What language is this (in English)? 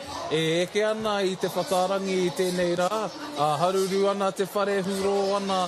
Māori